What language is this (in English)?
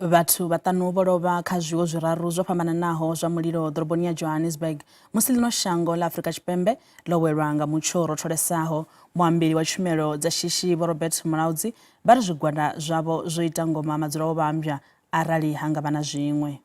Venda